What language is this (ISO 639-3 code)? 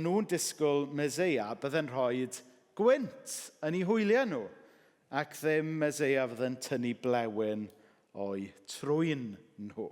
cym